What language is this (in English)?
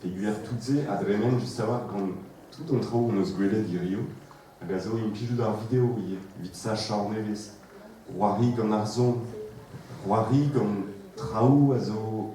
Breton